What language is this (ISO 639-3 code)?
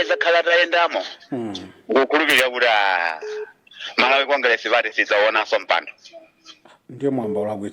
nya